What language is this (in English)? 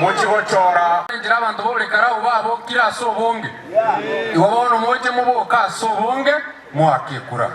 Gusii